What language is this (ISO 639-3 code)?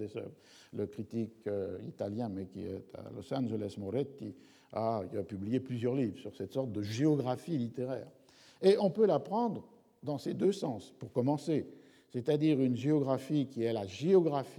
fra